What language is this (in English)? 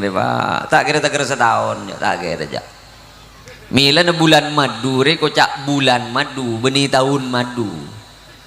Madurese